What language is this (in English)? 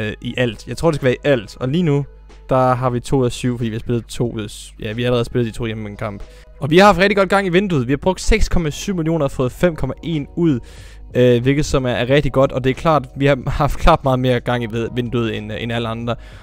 Danish